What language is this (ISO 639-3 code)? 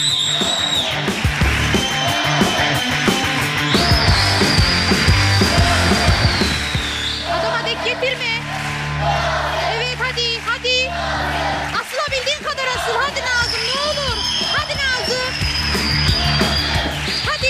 tur